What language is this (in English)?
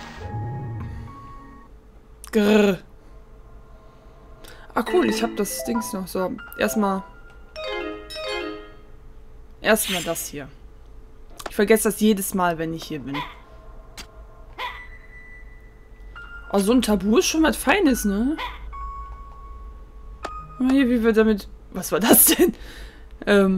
German